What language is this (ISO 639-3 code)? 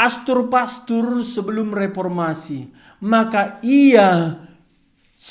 btx